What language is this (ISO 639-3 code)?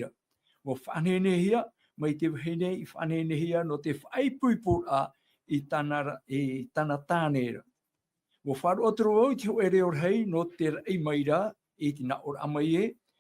tah